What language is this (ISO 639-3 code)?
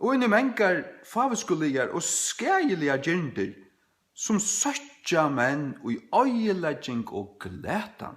fao